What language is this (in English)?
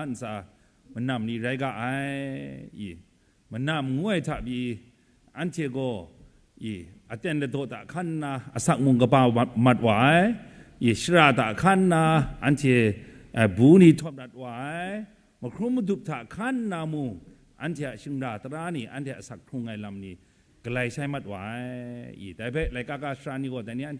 Kachin